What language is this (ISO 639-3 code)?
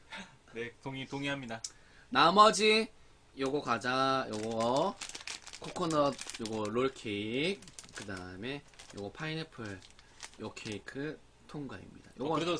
kor